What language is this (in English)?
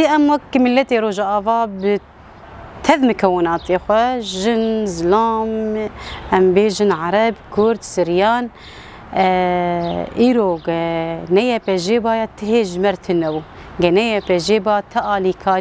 Kurdish